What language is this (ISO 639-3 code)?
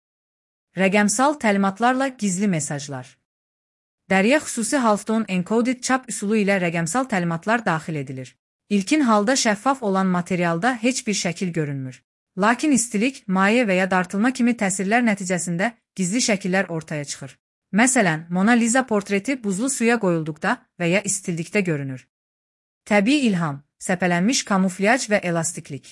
aze